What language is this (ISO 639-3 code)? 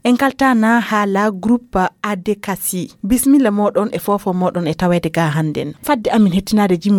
ful